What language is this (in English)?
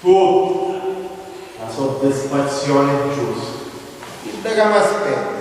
Sicilian